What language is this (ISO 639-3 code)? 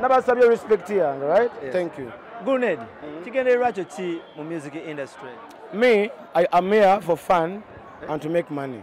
lug